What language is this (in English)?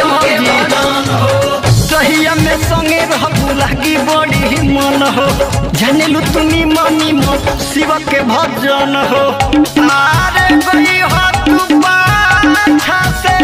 Bhojpuri